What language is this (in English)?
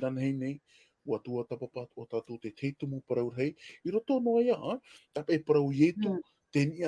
Tahitian